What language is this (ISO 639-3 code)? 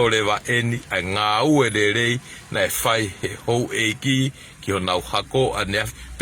ton